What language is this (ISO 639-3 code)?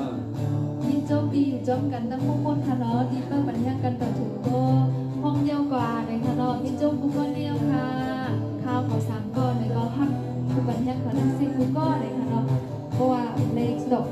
shn